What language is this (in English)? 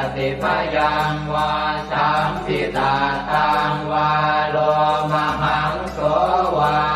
Pali